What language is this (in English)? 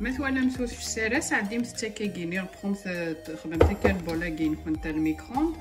Kabyle